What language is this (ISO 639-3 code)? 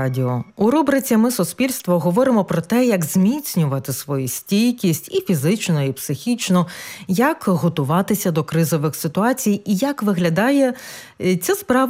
ukr